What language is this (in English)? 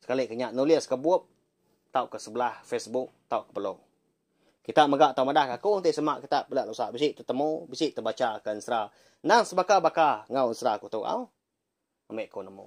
Iban